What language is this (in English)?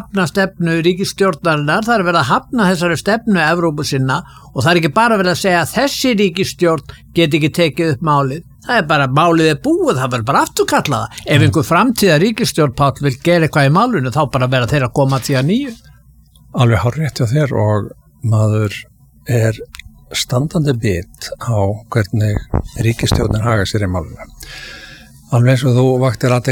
Icelandic